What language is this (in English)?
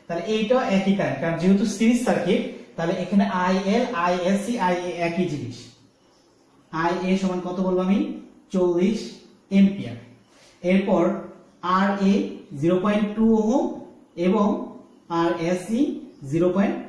Bangla